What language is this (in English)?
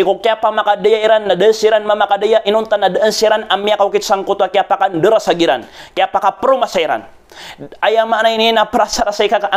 Maranao